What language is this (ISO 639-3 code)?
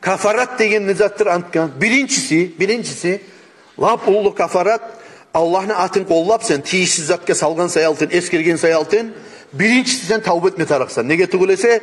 kum